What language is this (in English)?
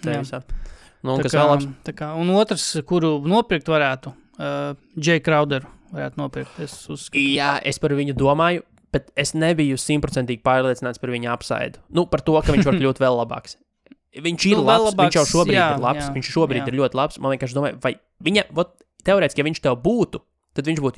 Latvian